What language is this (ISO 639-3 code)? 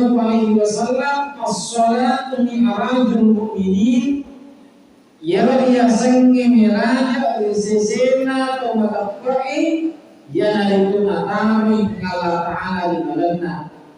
bug